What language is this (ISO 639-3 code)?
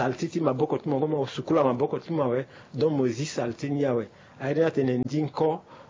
sag